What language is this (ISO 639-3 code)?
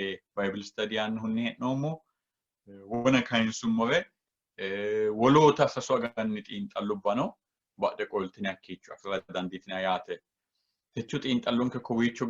sid